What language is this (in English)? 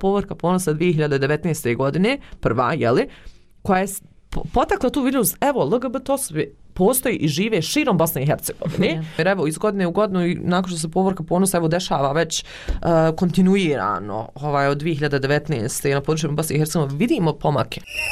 Bosnian